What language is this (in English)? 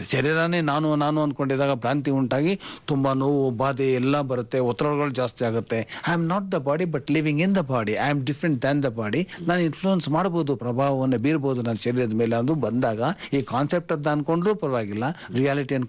Kannada